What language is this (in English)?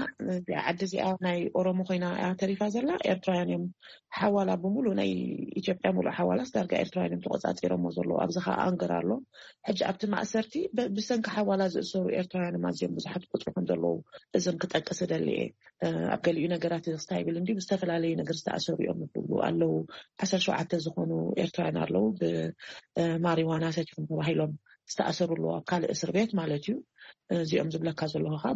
Tigrinya